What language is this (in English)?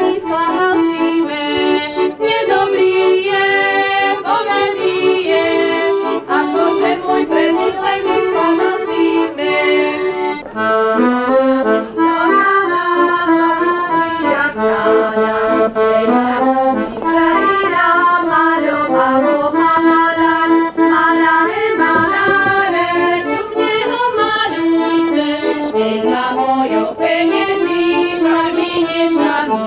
Slovak